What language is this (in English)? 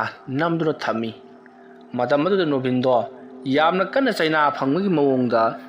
Manipuri